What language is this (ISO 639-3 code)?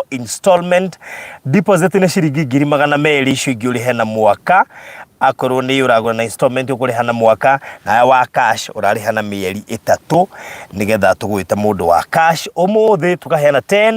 kik